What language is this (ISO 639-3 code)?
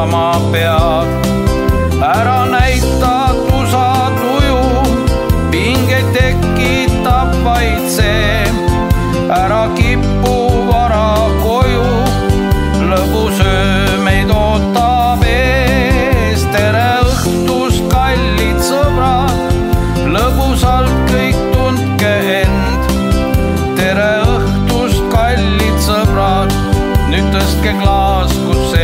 est